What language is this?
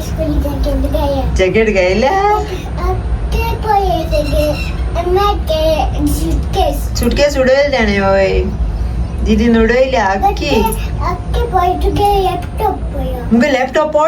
Konkani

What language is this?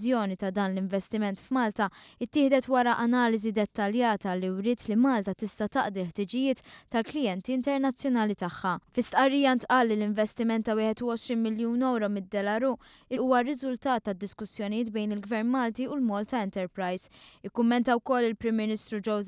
Maltese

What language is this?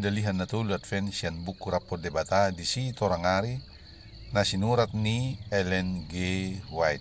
Batak Toba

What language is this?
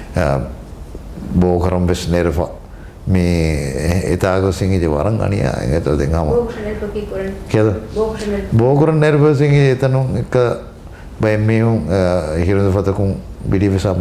Divehi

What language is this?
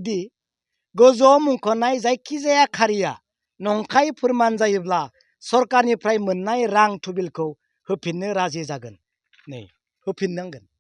Bodo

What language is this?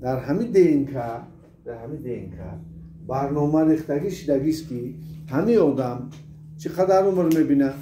Tajik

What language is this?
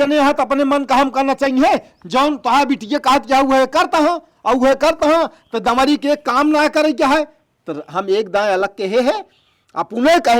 Awadhi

